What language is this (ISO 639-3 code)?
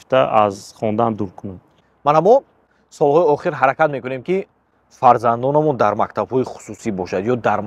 tgk